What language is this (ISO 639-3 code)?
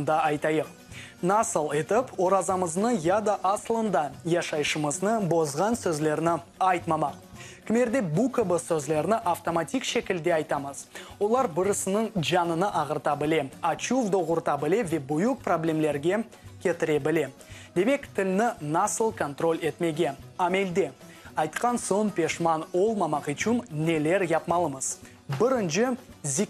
crh